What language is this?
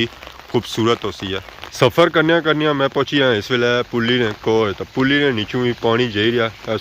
Pahari-Potwari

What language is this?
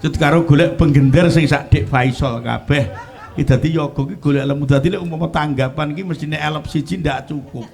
Javanese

